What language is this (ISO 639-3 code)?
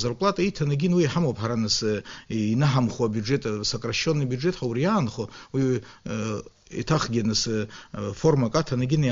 abk